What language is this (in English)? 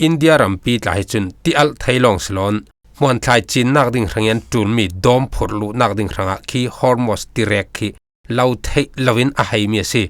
Falam Chin